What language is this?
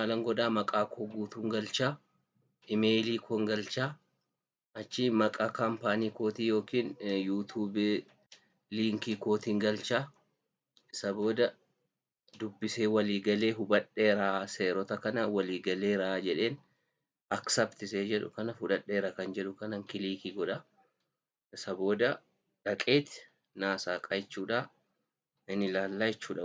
Oromo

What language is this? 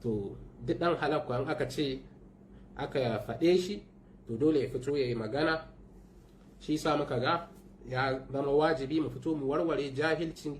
Hausa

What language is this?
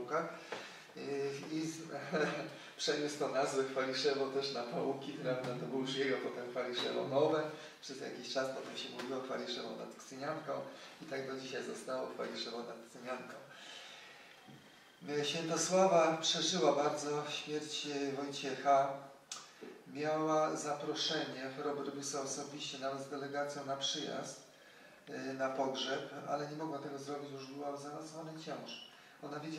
Polish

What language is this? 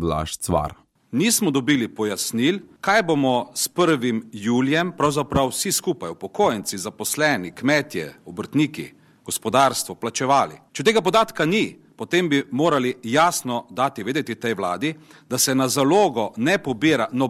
Slovenian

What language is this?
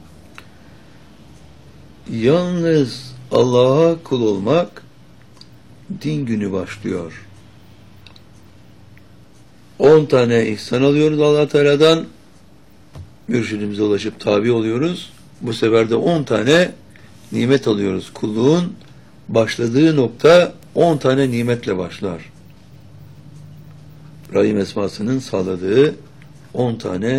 Turkish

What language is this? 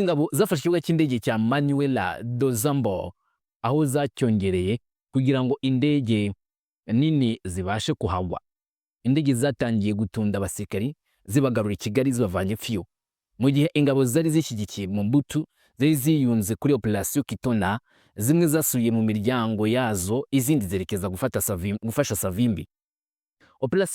Kinyarwanda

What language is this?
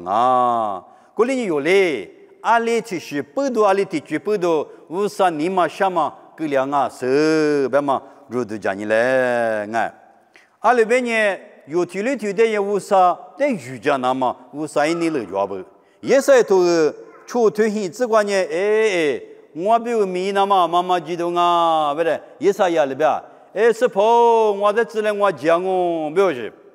Lisu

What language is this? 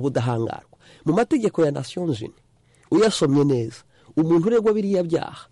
Kinyarwanda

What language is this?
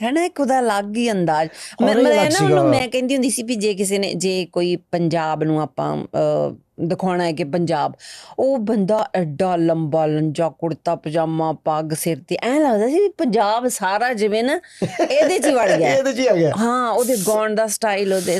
Punjabi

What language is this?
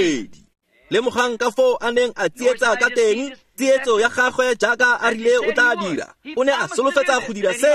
Tswana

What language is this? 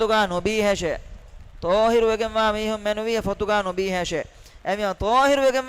Divehi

